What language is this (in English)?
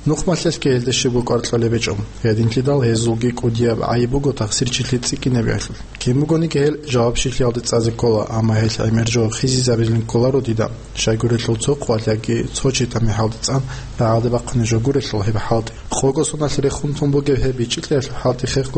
Avaric